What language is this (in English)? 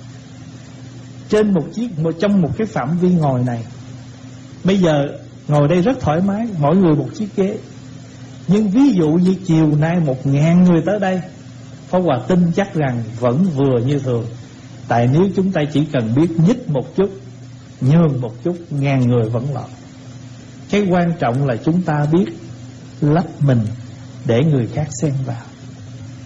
Vietnamese